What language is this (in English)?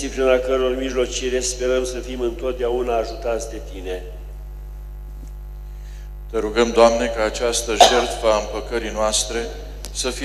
Romanian